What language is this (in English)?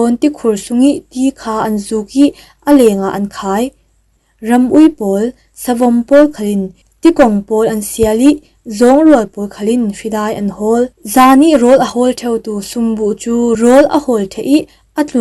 Falam Chin